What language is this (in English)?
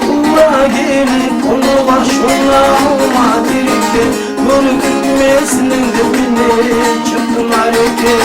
Kumyk